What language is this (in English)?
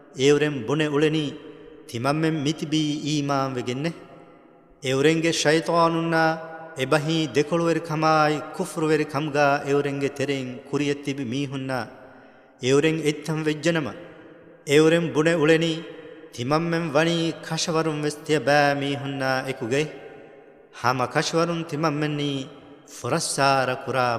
Divehi